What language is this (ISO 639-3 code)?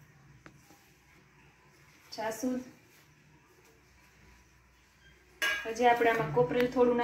guj